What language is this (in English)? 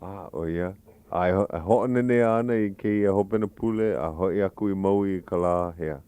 Hawaiian